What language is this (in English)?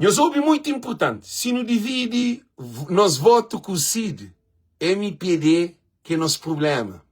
Kabuverdianu